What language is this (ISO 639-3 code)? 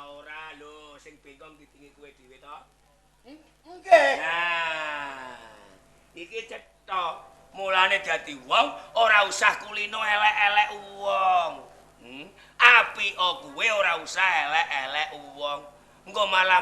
jav